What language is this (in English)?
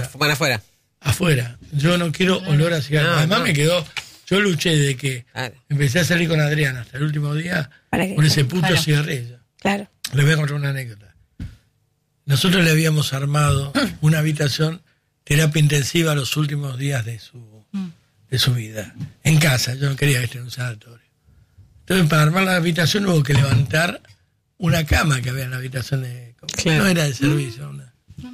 Spanish